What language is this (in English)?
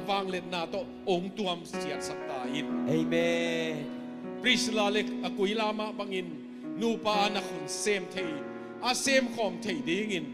Tedim Chin